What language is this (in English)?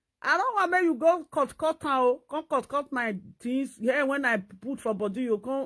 Nigerian Pidgin